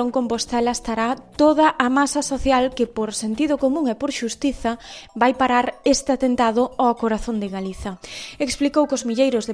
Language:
Galician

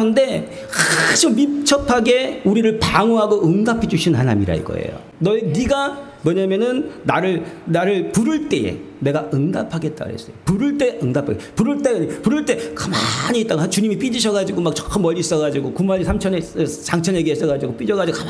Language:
Korean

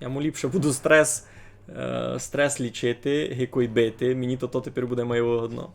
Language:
Rusyn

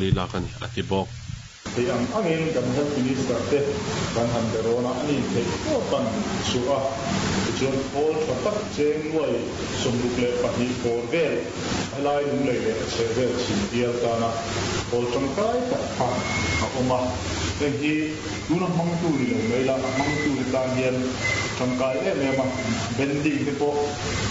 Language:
Mizo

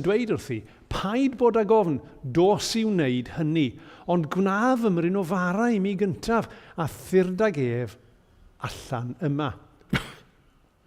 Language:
Welsh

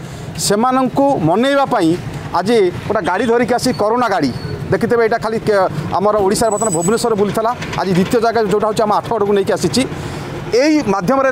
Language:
Odia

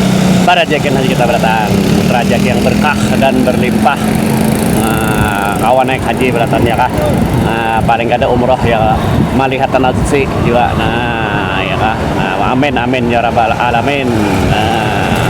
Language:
Banjar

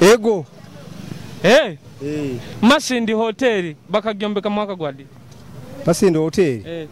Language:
Nyoro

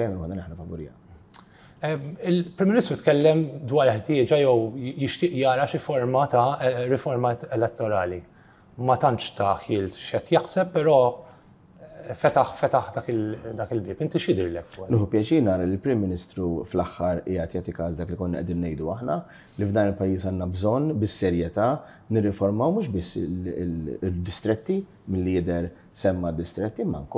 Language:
Maltese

